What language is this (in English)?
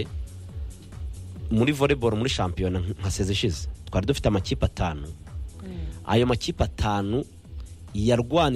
Kinyarwanda